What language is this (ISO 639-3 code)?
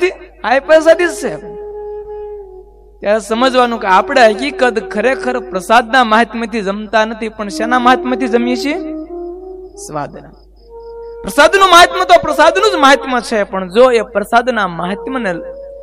guj